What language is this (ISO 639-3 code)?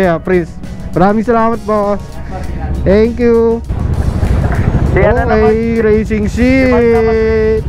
fil